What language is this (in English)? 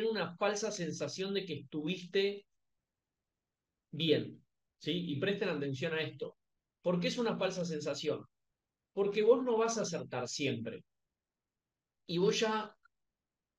Spanish